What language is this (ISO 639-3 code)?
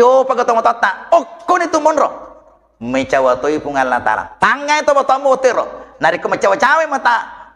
bug